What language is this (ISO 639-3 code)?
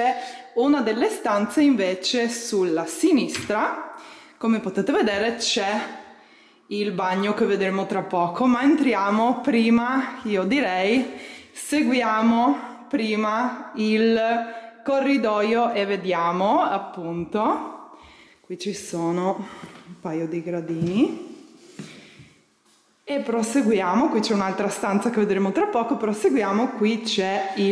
ita